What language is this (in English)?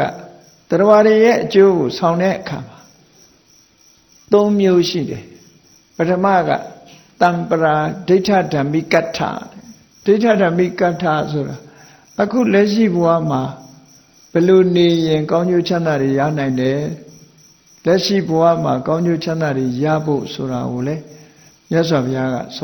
Burmese